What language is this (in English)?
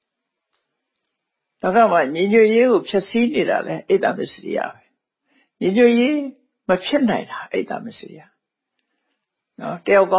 Burmese